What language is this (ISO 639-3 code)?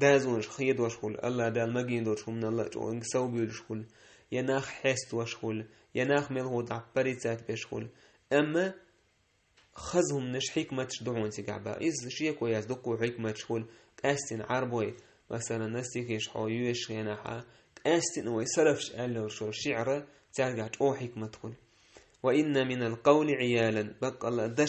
che